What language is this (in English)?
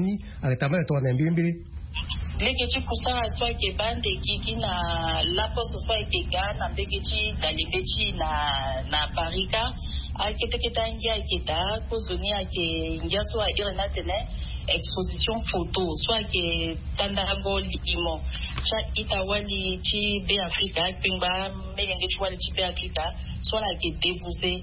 Sango